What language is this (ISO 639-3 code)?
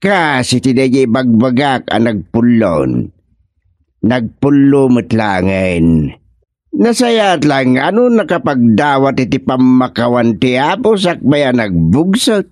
ilo